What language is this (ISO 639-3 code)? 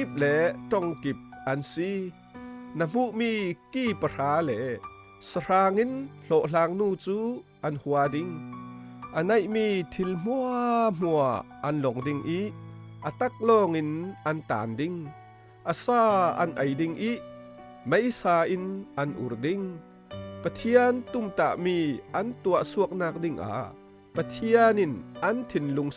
cfm